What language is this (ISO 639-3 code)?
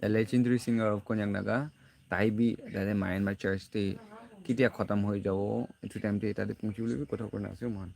nag